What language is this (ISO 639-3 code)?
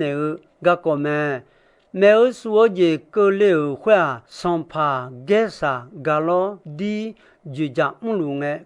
ahk